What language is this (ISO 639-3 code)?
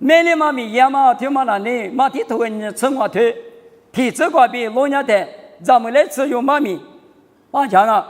lis